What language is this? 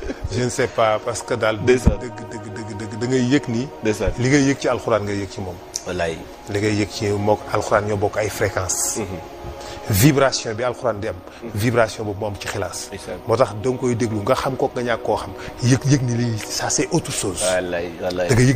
Wolof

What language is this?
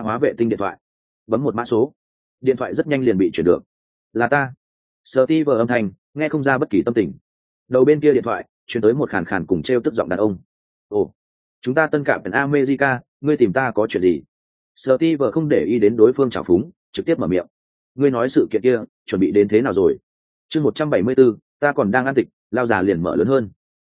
Vietnamese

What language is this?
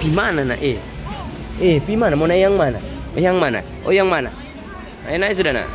Ambonese Malay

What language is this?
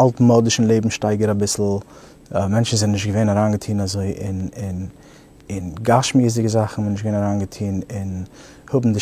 Yiddish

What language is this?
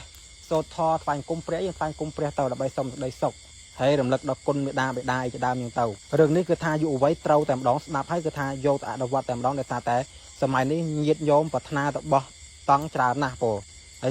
Khmer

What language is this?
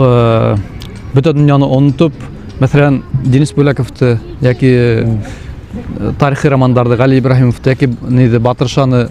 Bashkir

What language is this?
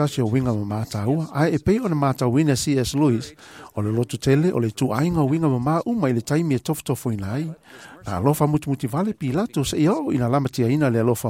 Samoan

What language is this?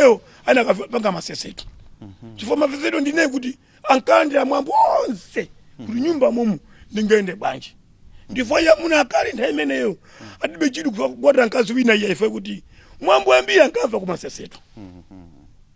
Nyanja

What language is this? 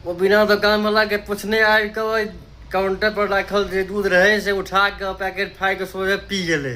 Maithili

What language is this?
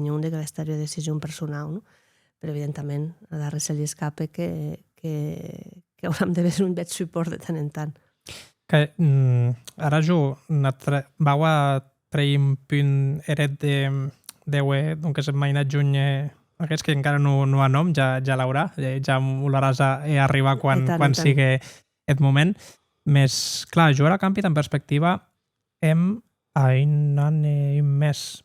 Occitan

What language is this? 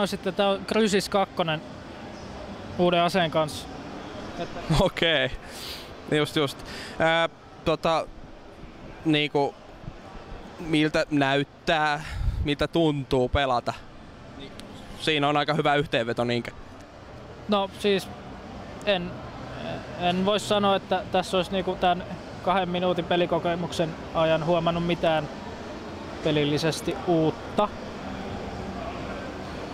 Finnish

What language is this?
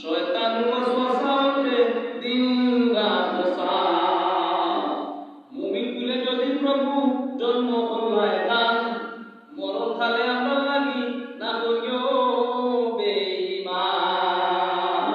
Sylheti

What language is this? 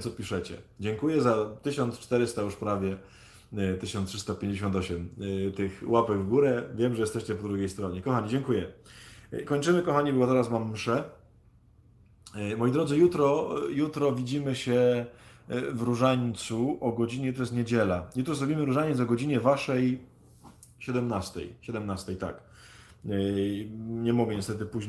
Polish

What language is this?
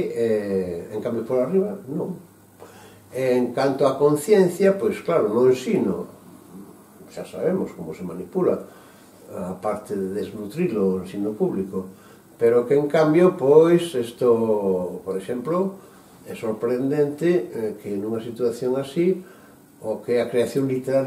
Galician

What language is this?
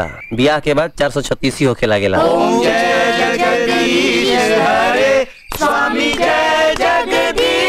Bhojpuri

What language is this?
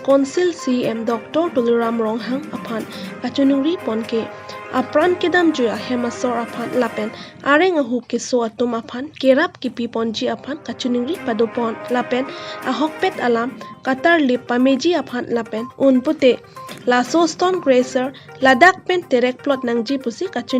Karbi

